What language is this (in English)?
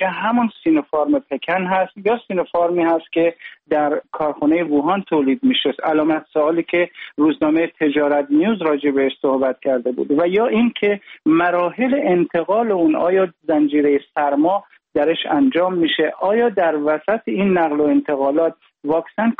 Persian